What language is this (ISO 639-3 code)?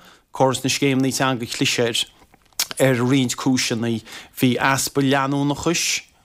gle